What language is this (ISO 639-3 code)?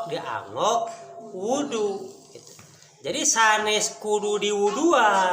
sun